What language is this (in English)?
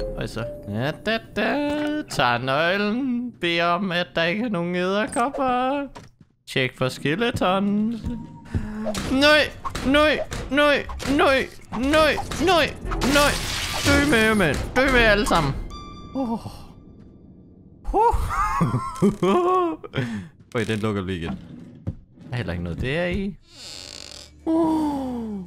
Danish